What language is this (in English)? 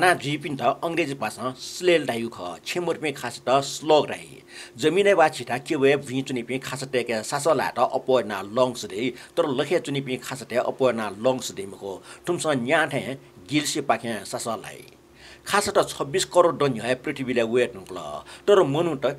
Newari